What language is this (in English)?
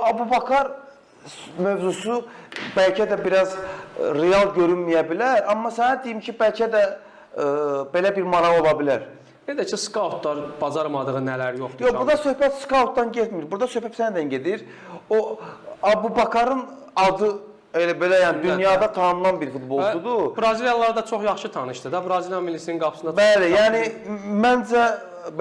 Azerbaijani